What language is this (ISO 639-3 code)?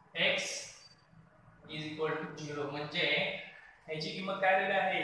mar